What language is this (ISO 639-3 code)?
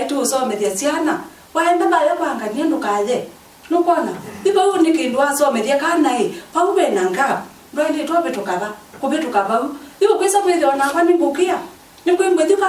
kam